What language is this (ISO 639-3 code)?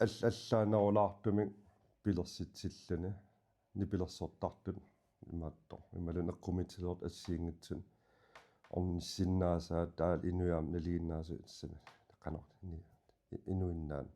kal